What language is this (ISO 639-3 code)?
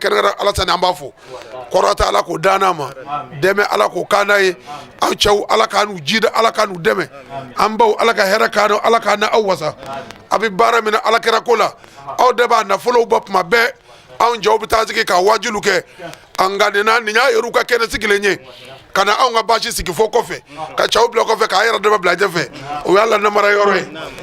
bam